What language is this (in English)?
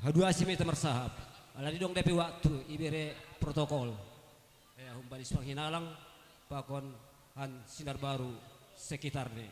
Batak Simalungun